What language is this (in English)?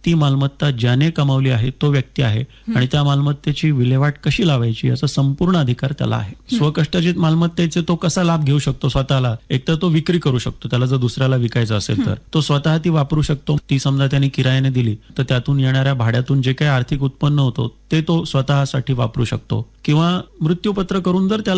Marathi